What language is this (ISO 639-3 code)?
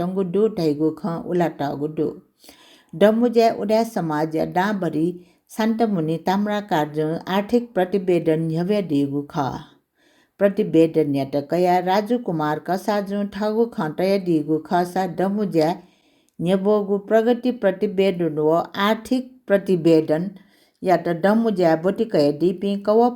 new